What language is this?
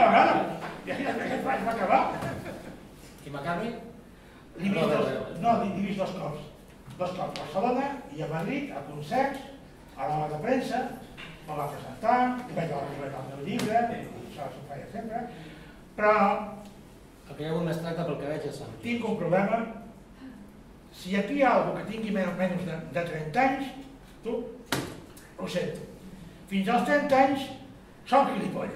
Catalan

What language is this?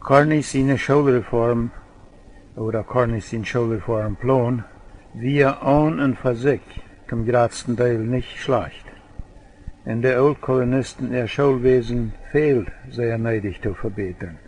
Plautdietsch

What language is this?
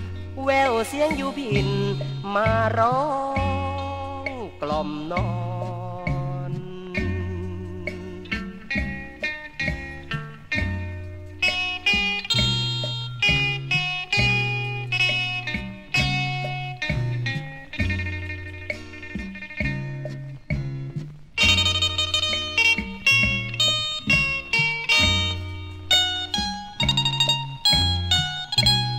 Thai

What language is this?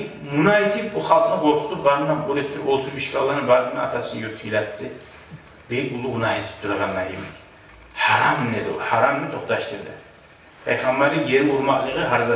Kumyk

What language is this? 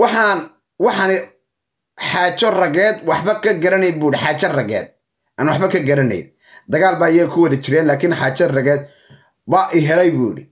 Somali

